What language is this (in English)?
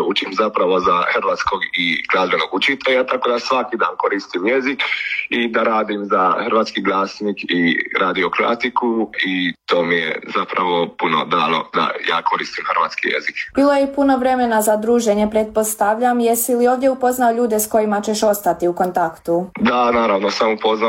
Croatian